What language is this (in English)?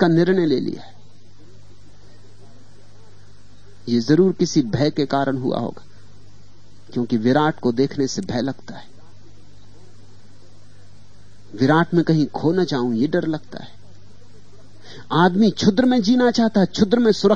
Hindi